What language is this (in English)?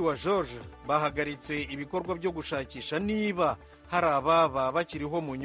Kinyarwanda